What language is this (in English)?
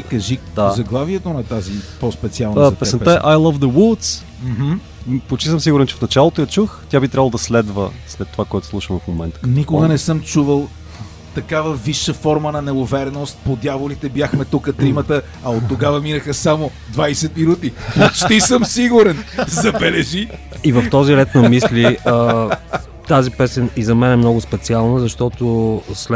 Bulgarian